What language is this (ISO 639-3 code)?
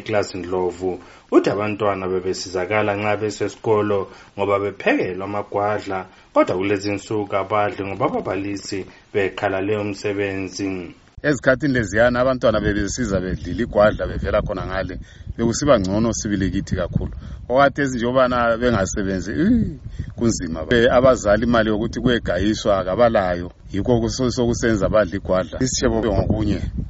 nde